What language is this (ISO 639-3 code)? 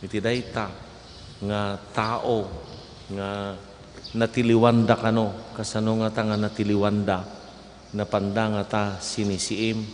ilo